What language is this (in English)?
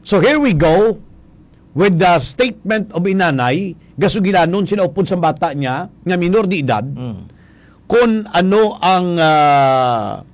Hiligaynon